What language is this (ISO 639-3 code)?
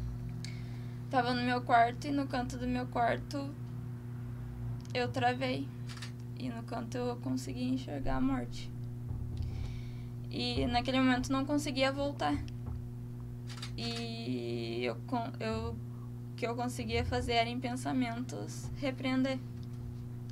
por